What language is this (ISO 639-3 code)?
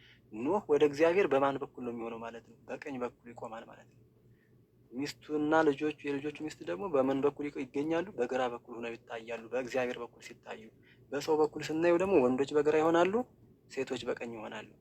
amh